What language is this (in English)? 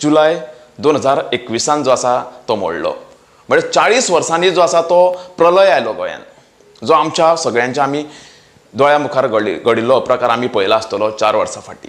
Konkani